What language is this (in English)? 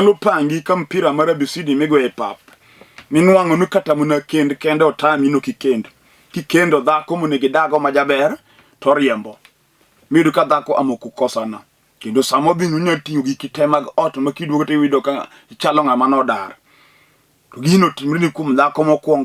Luo (Kenya and Tanzania)